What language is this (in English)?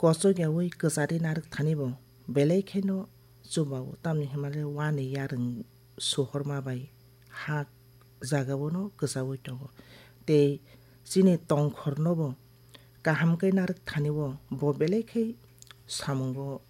Kok Borok